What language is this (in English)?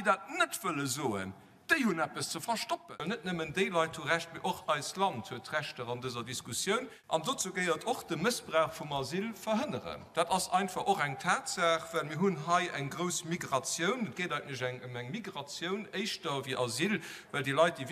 Luxembourgish